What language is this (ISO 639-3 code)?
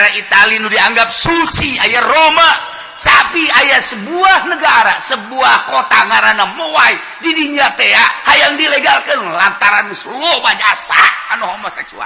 sun